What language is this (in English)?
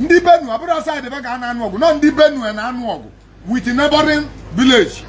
Igbo